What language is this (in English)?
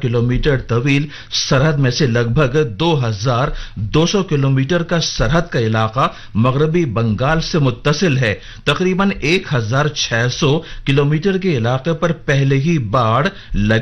Urdu